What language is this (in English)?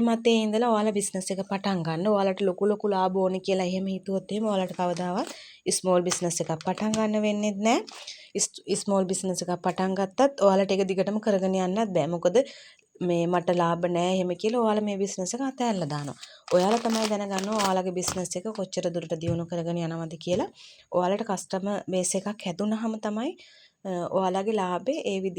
Sinhala